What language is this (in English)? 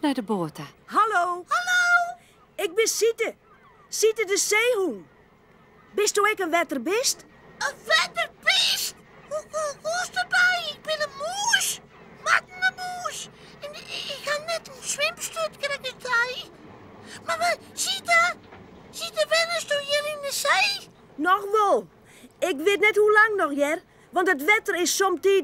Western Frisian